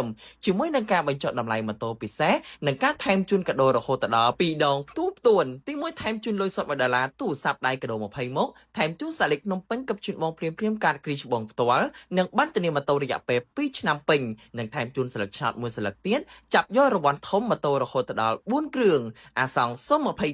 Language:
Khmer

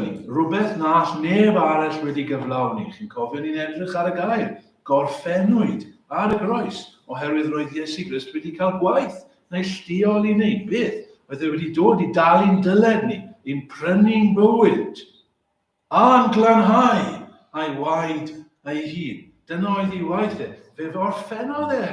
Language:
Welsh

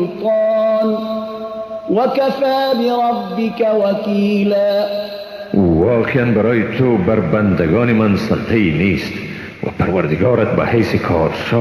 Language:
Persian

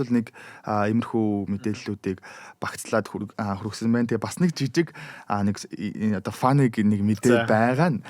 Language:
Mongolian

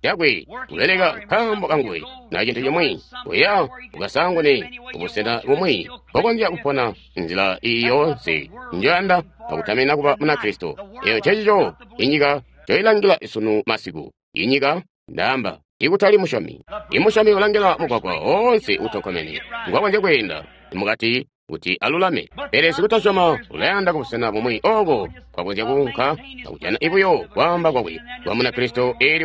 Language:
Tonga (Zambia)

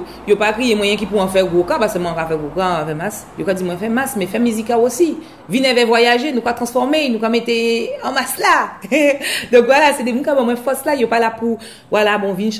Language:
Guadeloupean Creole French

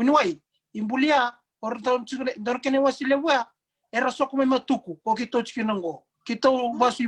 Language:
Fijian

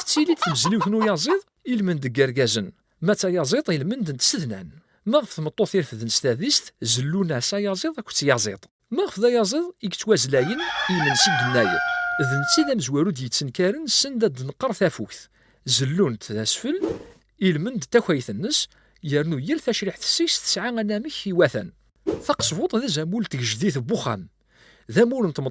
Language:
Kabyle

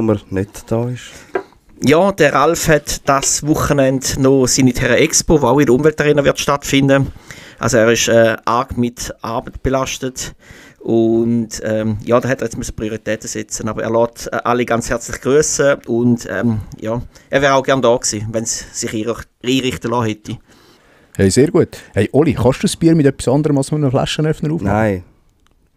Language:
Swiss German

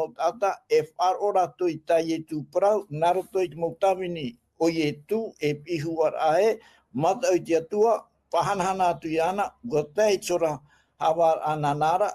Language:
Tahitian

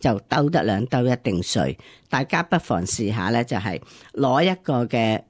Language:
Cantonese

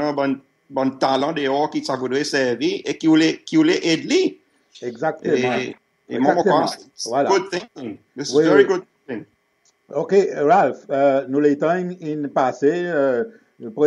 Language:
Seselwa Creole French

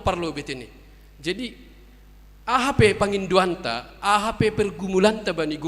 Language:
Batak Simalungun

